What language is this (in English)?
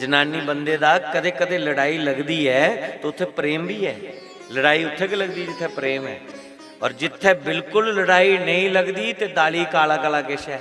Dogri